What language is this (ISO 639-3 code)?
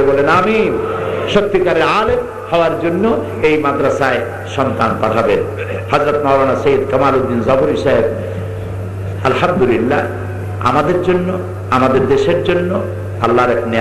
ben